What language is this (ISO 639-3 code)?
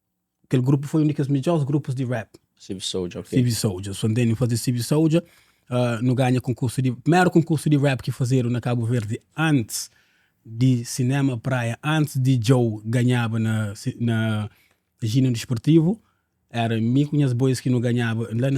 kea